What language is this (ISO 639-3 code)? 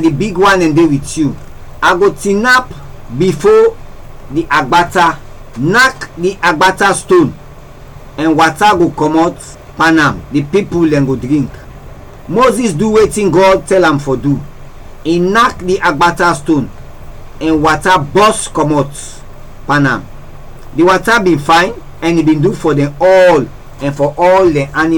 kri